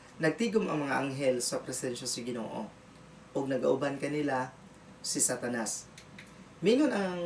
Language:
Cebuano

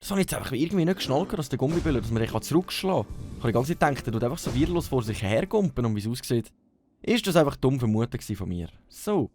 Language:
Swiss German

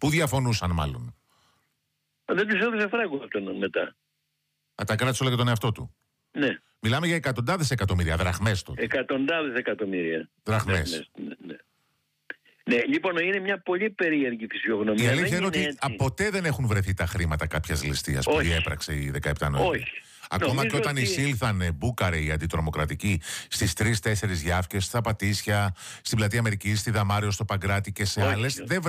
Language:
Greek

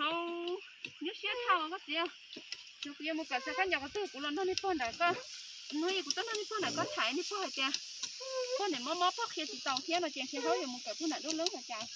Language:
Hmong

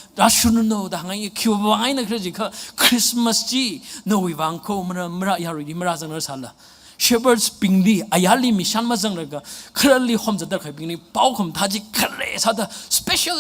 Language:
Tangkhul Naga (India)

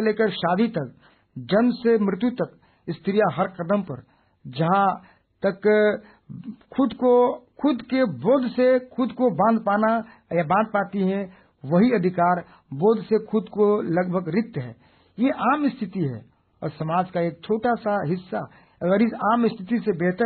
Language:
Hindi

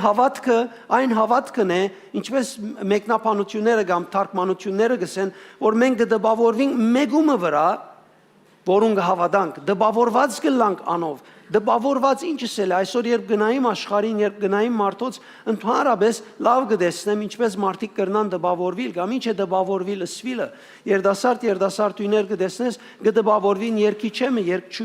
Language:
Western Armenian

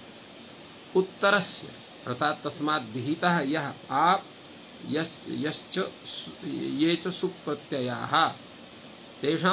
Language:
Sanskrit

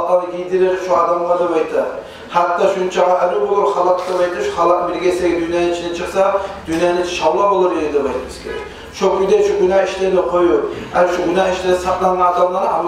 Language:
Kumyk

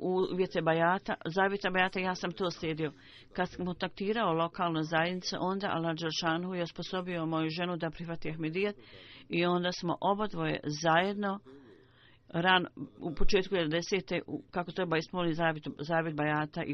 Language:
Bosnian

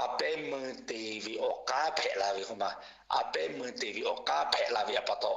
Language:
Lahu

